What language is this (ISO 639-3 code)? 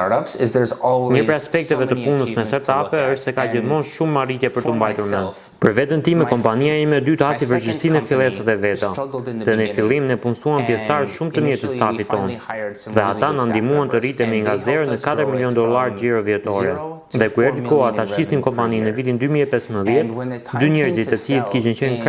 sqi